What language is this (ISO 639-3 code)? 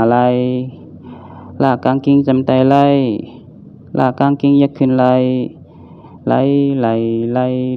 shn